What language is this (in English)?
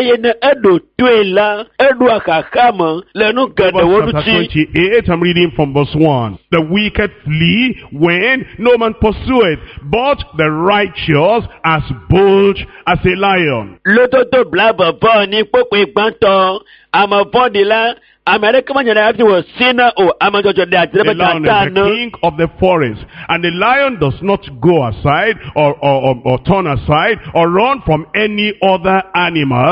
Ewe